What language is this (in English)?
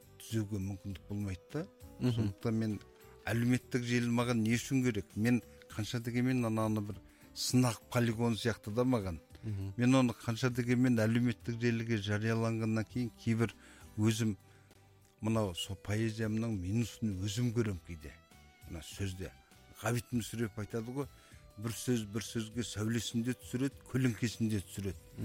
Kazakh